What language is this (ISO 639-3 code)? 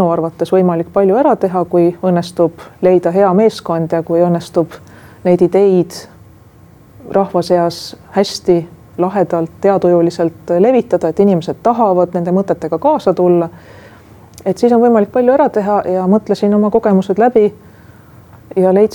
est